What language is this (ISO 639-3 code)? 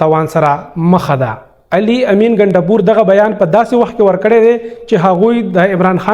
pus